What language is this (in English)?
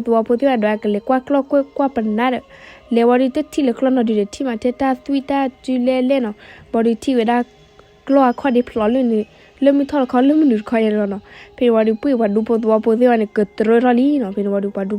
S'gaw Karen